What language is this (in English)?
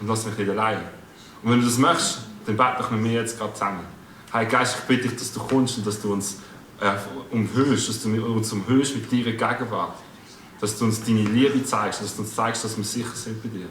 Swiss German